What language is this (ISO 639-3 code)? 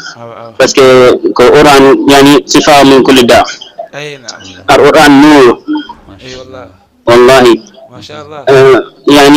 ful